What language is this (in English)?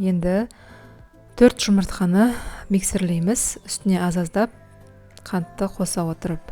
Kazakh